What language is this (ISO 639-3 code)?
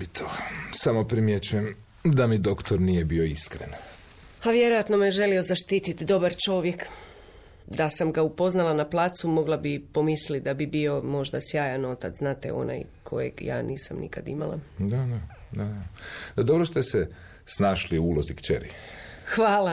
hrv